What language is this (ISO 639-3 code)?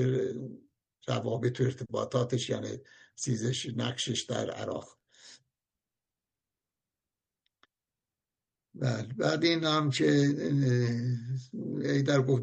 fas